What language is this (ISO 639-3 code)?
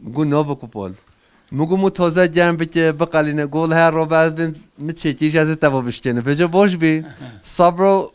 kur